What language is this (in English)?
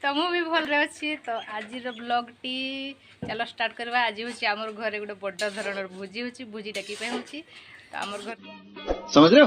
Odia